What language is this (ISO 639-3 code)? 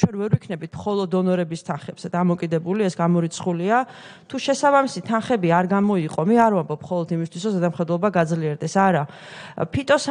kat